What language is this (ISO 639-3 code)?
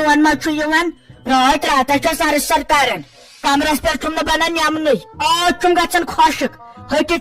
kas